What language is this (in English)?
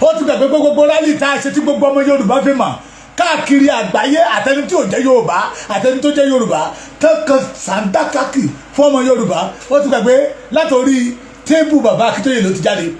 Yoruba